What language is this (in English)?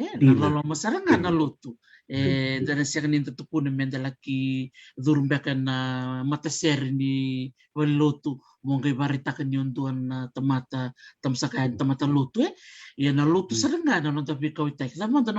Fijian